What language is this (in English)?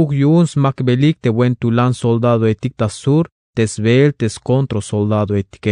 Tzeltal